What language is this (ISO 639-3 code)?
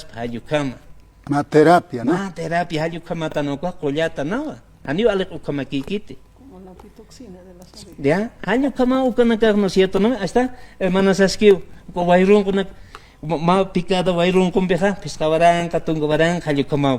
aym